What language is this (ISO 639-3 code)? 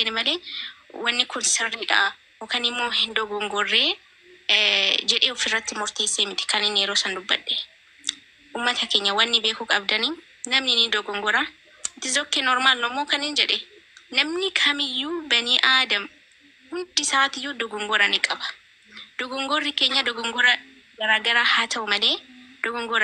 orm